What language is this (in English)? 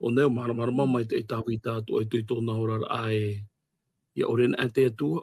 Tahitian